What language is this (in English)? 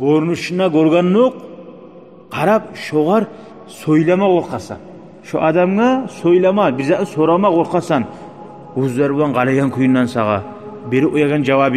Kumyk